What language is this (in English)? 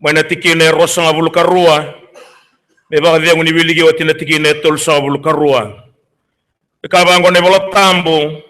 Fijian